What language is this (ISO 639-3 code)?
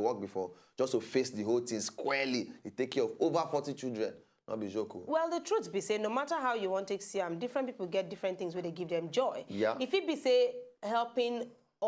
pcm